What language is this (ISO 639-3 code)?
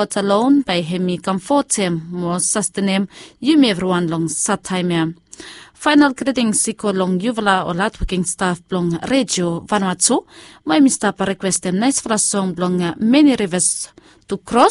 bis